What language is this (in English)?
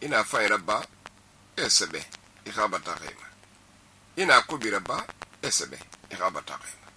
Susu